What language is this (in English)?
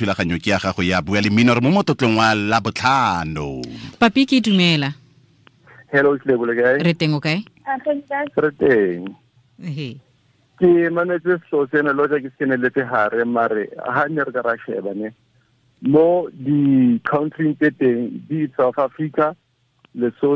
Tswana